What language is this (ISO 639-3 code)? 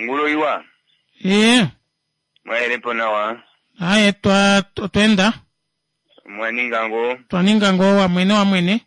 kua